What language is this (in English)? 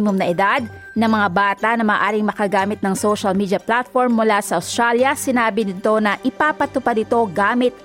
Filipino